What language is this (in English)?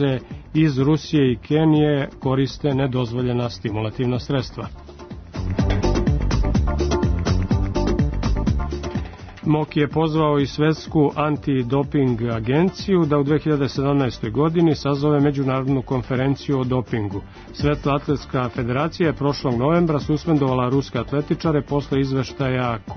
Serbian